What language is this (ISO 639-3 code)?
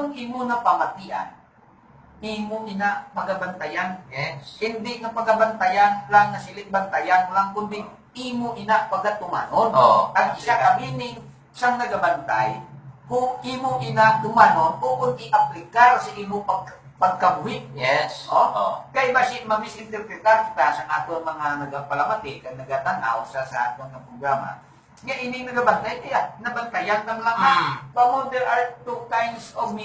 hil